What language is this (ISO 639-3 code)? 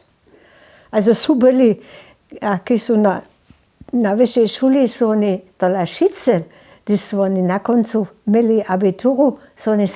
hsb